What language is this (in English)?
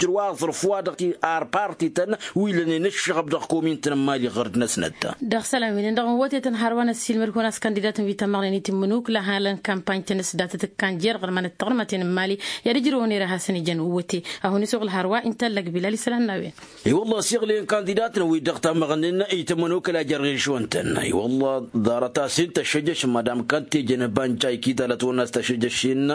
Tamasheq